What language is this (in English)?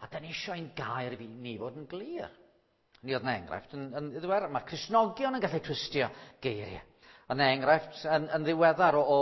Welsh